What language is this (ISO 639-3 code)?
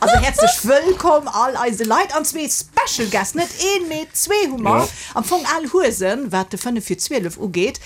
ltz